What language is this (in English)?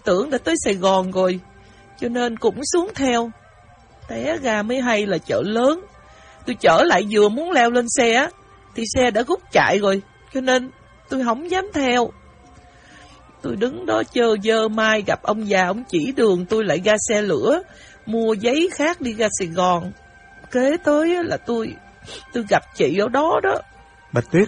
Vietnamese